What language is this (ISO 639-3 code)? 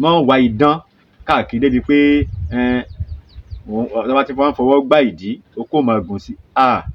yor